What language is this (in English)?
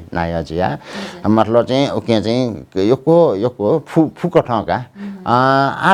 Newari